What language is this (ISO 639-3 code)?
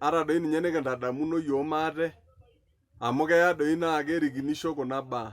mas